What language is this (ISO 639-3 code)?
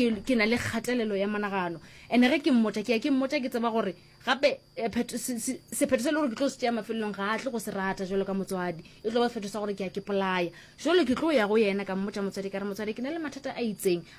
nso